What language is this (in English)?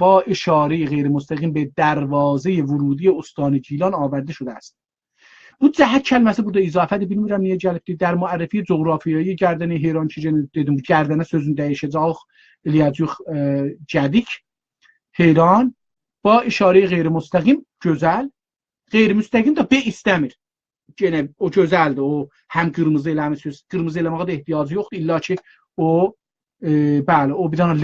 South Azerbaijani